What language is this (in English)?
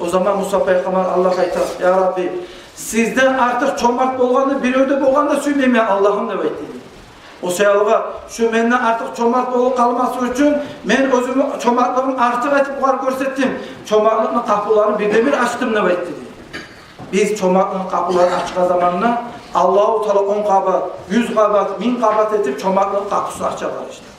Kumyk